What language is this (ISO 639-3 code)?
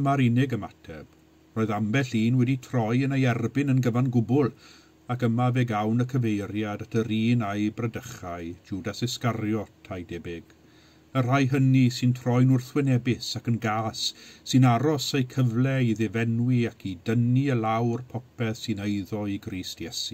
cym